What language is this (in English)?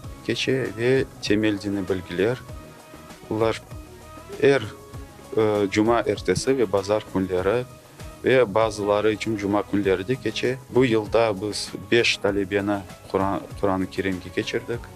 Crimean Tatar